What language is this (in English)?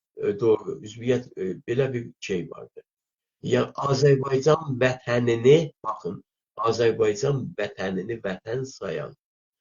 South Azerbaijani